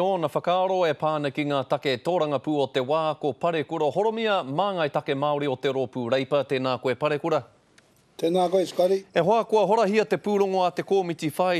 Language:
Māori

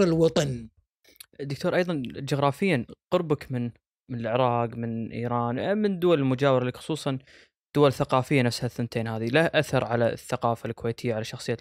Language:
Gulf Arabic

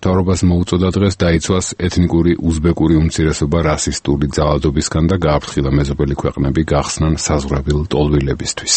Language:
Georgian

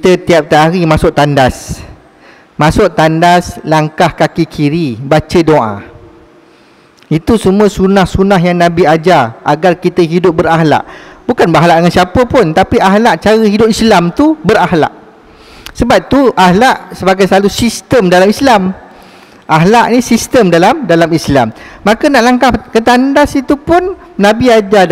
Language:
Malay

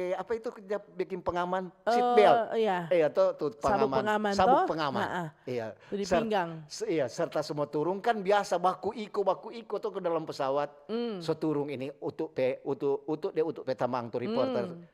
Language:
Manado Malay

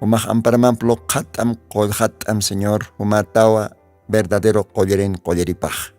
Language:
Aymara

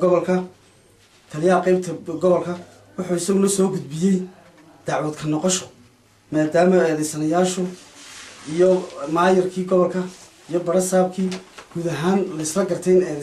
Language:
Somali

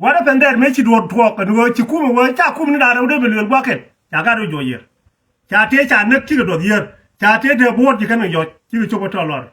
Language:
Nuer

